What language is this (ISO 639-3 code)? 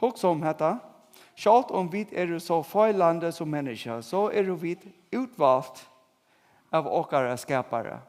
fao